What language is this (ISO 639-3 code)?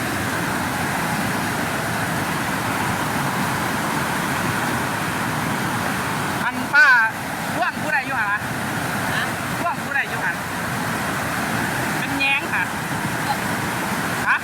lao